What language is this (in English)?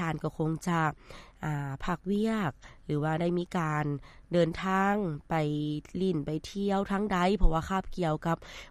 Lao